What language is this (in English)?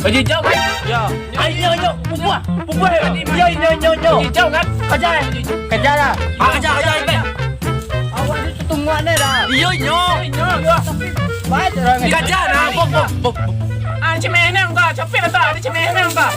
Minangkabau